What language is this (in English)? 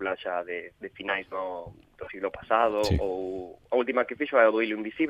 Galician